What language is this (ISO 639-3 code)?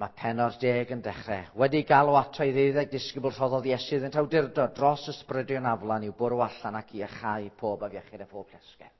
cym